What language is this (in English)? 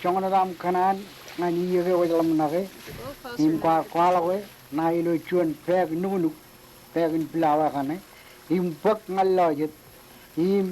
Marshallese